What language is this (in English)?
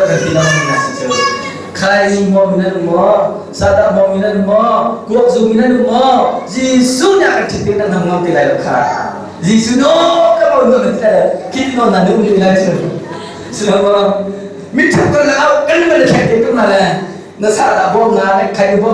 Hakha Chin